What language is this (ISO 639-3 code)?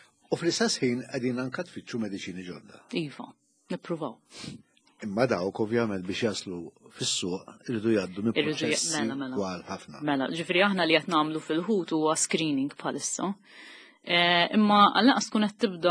mlt